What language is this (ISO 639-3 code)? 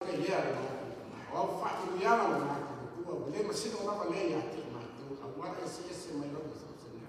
smo